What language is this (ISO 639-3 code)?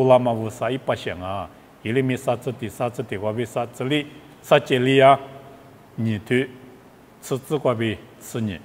lis